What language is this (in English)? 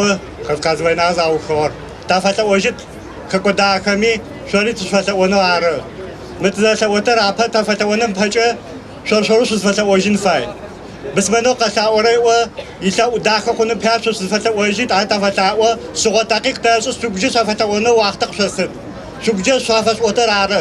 Adyghe